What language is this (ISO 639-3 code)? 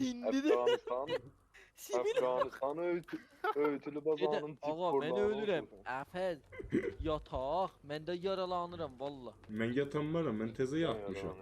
azb